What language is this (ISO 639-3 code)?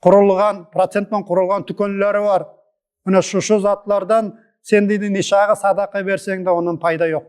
nog